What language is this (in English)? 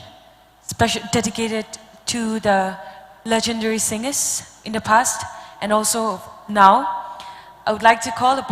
Tangkhul Naga (India)